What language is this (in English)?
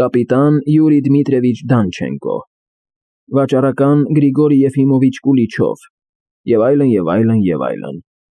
Armenian